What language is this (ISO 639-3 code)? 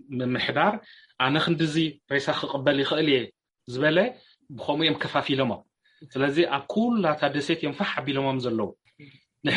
tir